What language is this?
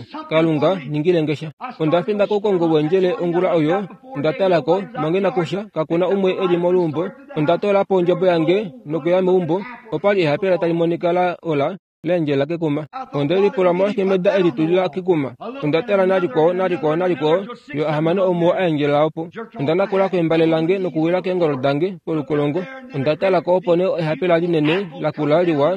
Kuanyama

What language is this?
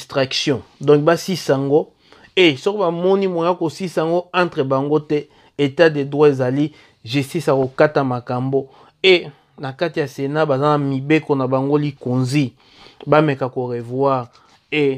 Lingala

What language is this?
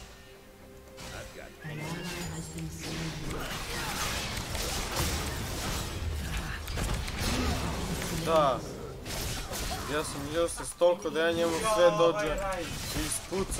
Croatian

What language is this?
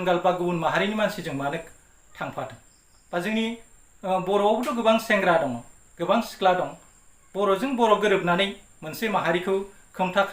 Bodo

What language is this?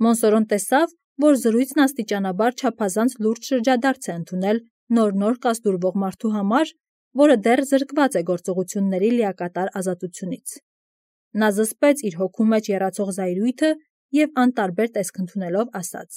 Armenian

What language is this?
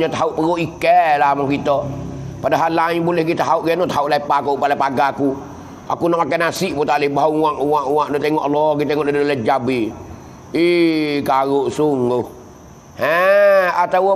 Pattani Malay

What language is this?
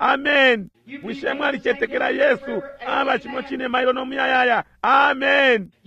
Bemba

